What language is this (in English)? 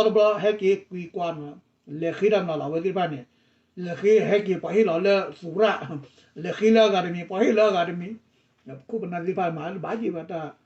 S'gaw Karen